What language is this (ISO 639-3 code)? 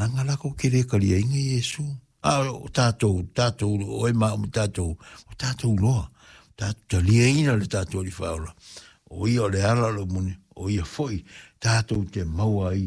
smo